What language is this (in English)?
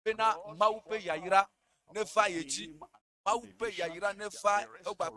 Ewe